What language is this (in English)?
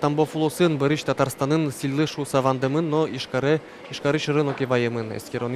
Udmurt